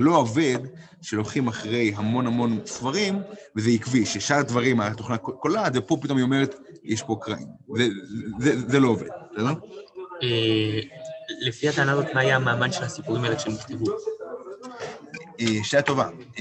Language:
Hebrew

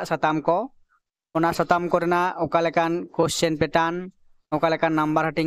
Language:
Santali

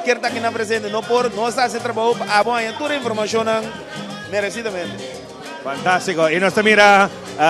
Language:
Papiamento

